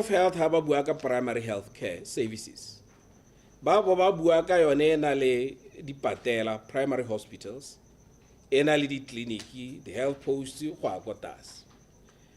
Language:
Tswana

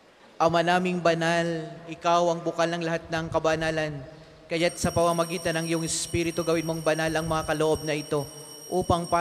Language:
Filipino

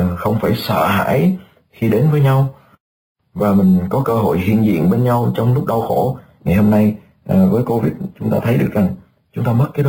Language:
Vietnamese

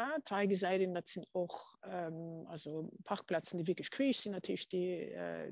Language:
Luxembourgish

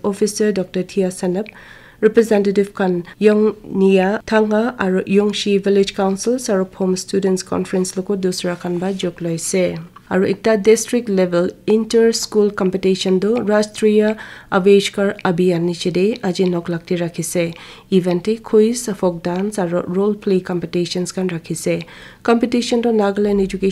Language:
Naga Pidgin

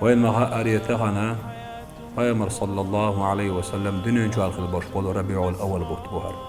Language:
Chechen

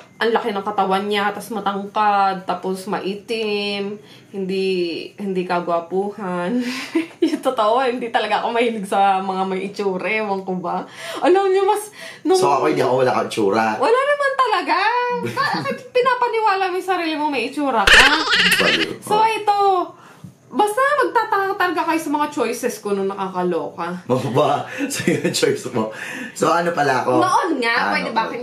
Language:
Filipino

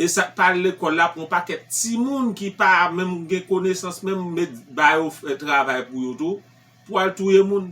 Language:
Haitian Creole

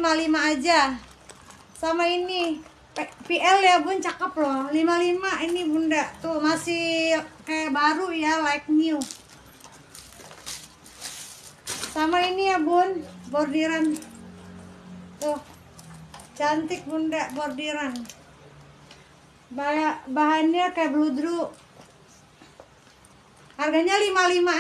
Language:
Indonesian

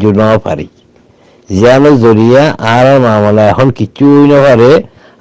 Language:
Rohingya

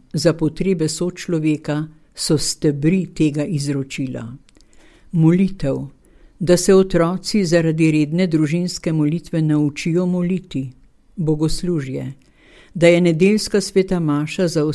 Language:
Slovenian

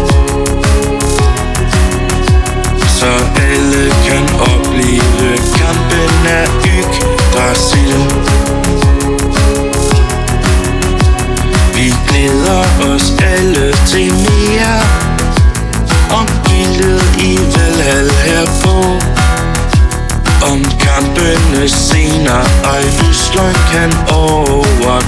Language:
Danish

